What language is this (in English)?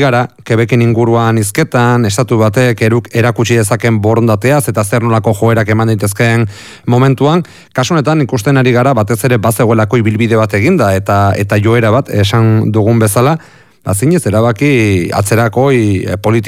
Basque